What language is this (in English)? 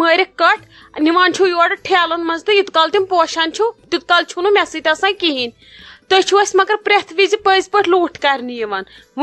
Kashmiri